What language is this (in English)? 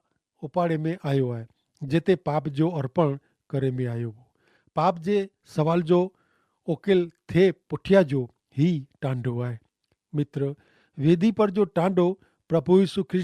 Kachhi